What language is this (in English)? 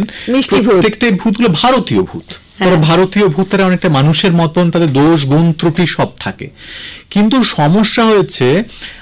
Bangla